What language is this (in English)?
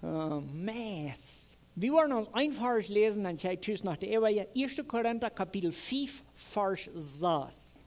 Plautdietsch